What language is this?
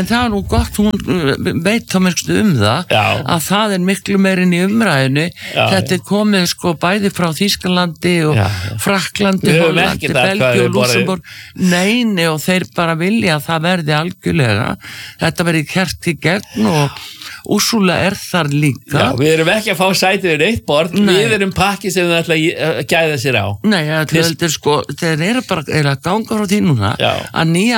Icelandic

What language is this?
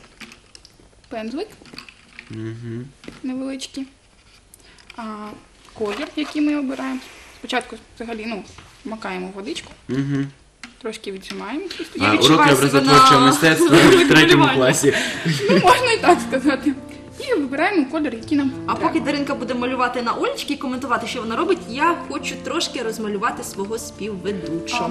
Ukrainian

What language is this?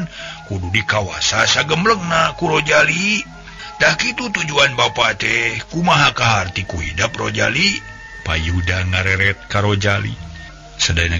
Sundanese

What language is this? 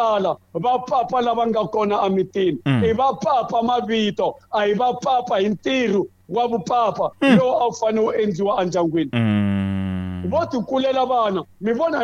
Tsonga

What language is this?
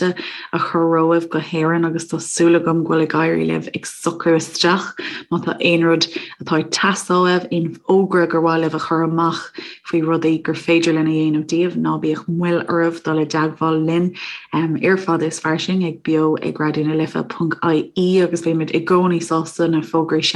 Irish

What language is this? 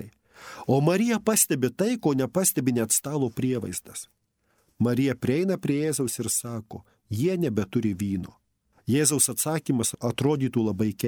Lithuanian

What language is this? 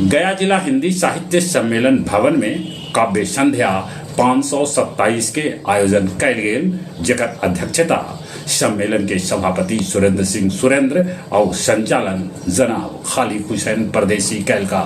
Magahi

